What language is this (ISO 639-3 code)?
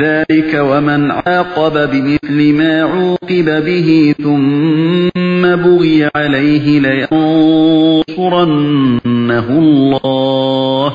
uig